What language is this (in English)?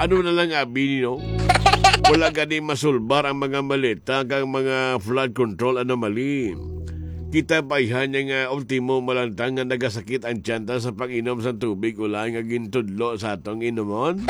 Hiligaynon